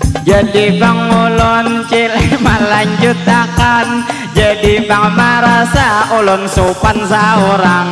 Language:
Banjar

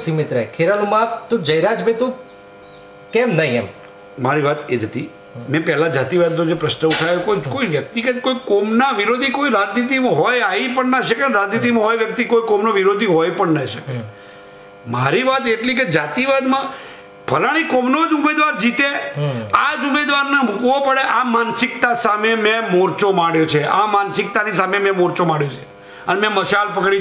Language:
Gujarati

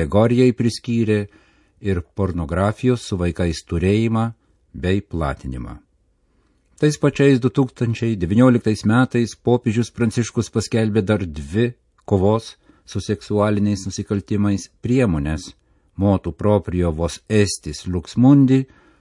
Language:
Lithuanian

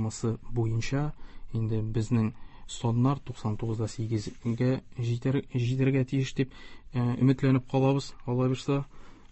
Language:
Tatar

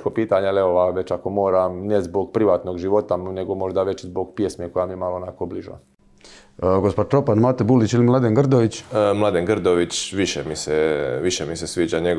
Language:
Croatian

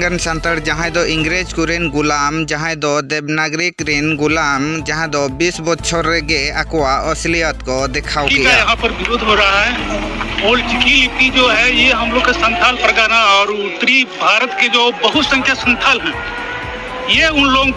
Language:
Santali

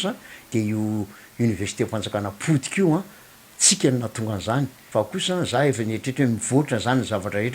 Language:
Malagasy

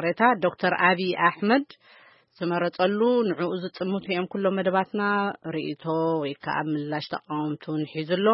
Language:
Tigrinya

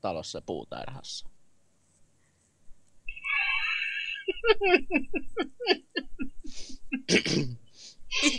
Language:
Finnish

